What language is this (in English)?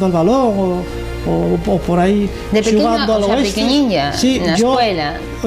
Asturian